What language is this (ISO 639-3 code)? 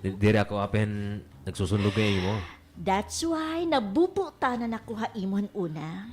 war